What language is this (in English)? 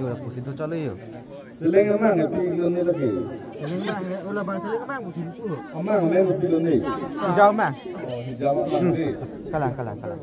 Karbi